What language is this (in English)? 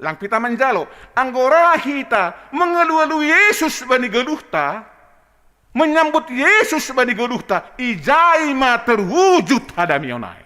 Batak Simalungun